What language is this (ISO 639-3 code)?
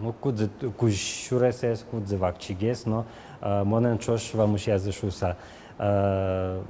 udm